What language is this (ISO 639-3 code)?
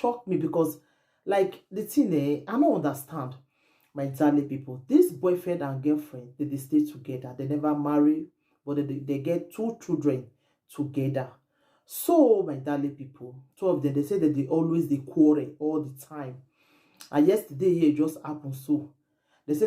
pcm